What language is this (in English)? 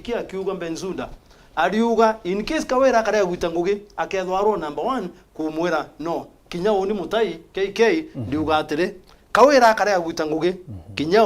Meru